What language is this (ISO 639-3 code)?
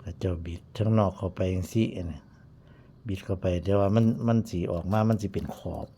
tts